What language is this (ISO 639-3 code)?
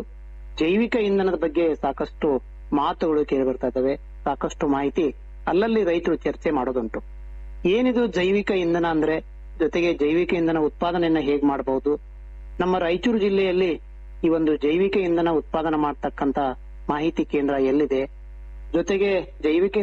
kan